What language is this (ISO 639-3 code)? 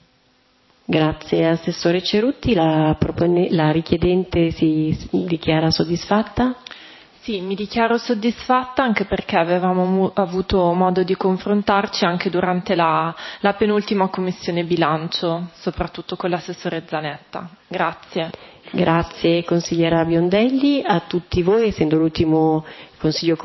ita